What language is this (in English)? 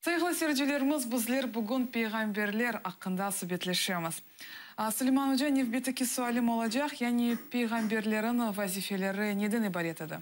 Crimean Tatar